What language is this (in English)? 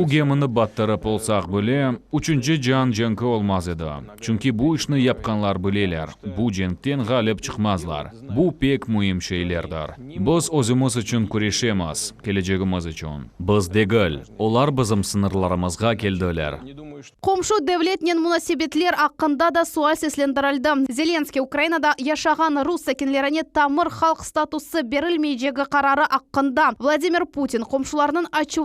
Crimean Tatar